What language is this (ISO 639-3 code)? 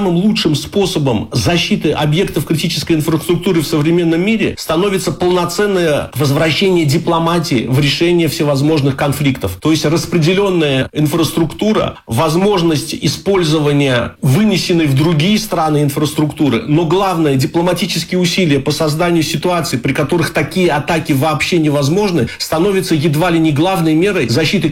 rus